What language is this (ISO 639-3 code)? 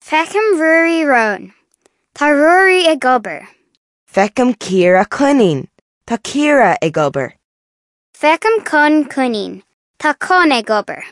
gle